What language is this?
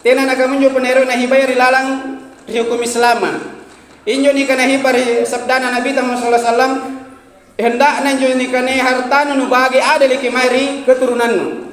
Makasar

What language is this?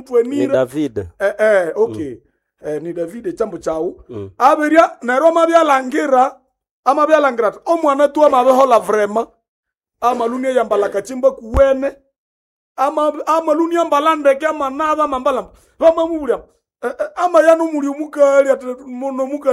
Nande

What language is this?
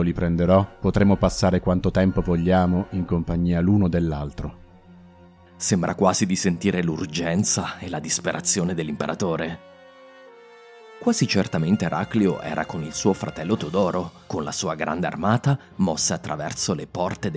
Italian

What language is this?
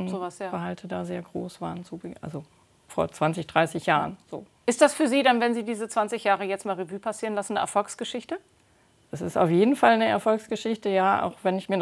German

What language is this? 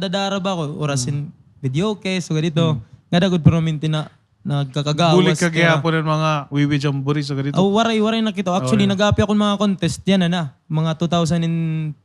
Waray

